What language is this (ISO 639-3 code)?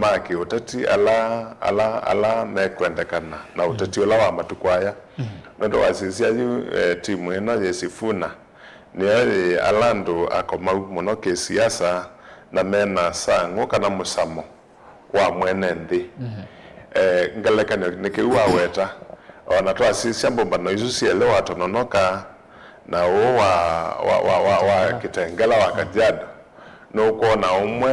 kam